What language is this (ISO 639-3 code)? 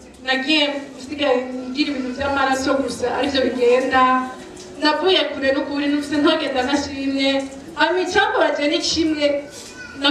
run